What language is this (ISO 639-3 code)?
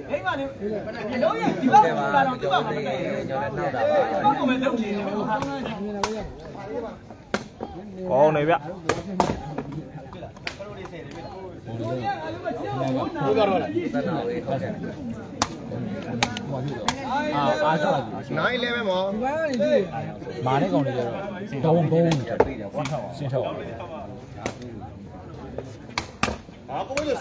mya